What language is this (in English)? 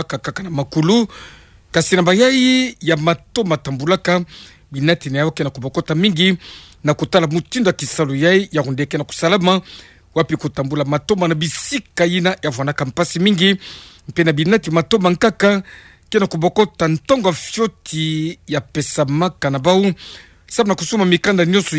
Kituba (Democratic Republic of Congo)